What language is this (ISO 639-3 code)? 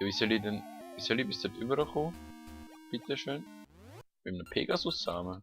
gsw